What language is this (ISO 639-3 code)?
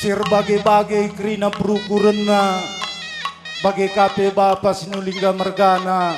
btx